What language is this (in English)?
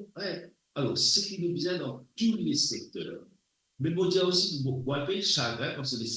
Morisyen